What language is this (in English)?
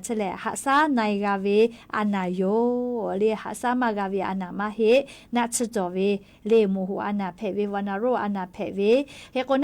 Lahu